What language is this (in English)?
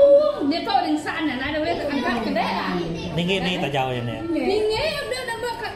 Iban